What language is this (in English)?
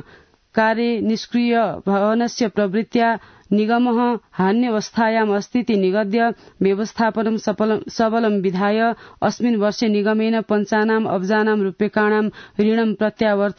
Sanskrit